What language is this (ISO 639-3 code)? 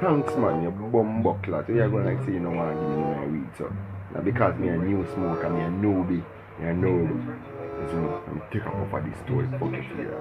jam